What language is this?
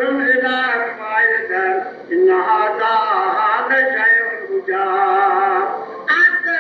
Kashmiri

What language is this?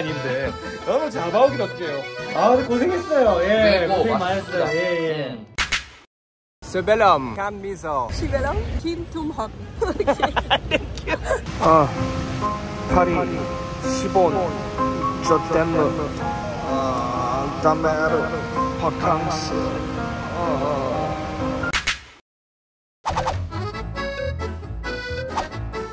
Korean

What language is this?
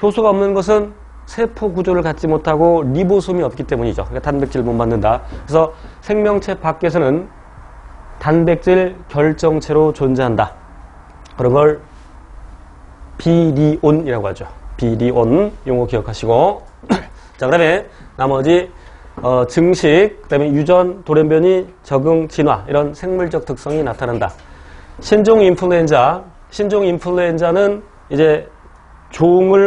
Korean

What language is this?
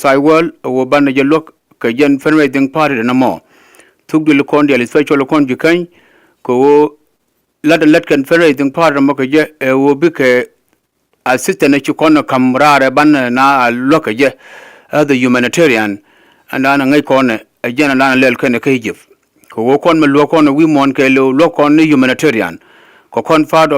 Nuer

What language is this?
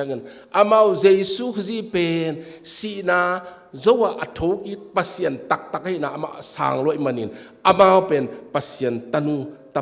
Tedim Chin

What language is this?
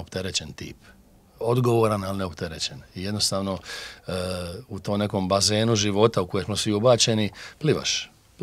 Croatian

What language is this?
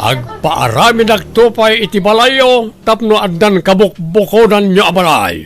Iloko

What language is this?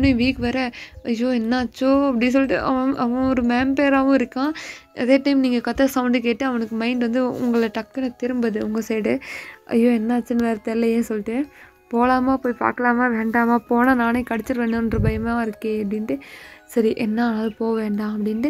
Tamil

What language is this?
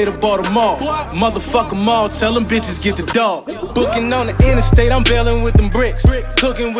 English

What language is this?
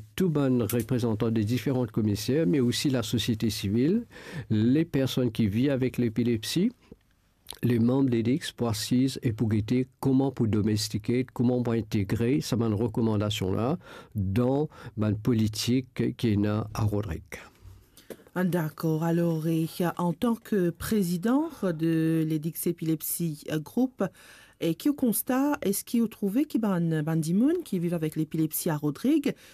Morisyen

